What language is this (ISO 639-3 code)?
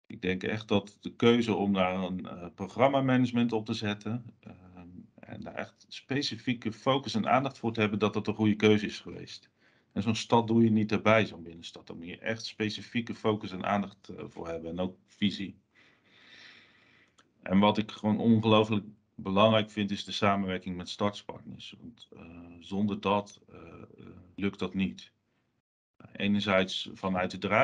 nld